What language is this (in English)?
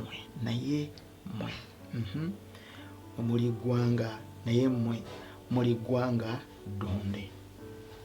Ganda